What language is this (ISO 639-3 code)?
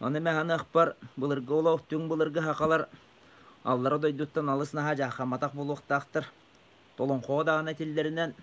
sah